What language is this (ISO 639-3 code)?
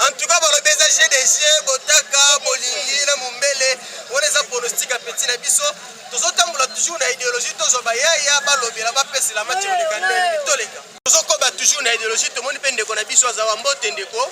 lin